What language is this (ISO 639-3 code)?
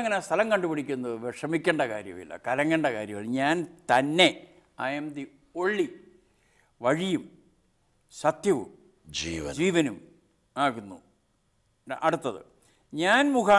mal